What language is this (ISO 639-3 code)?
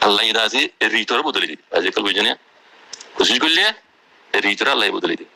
rhg